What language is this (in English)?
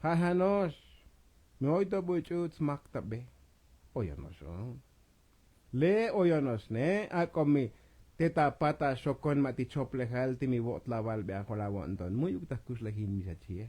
Tzotzil